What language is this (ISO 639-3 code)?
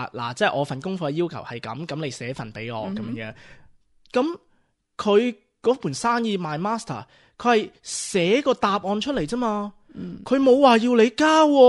yue